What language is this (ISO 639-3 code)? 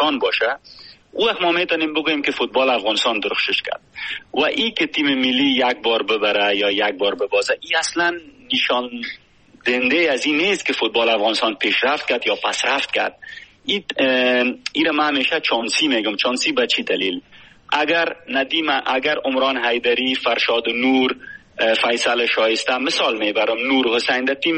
fas